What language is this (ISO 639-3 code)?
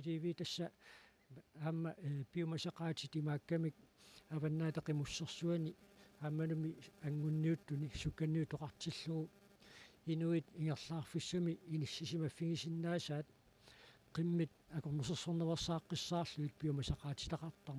kal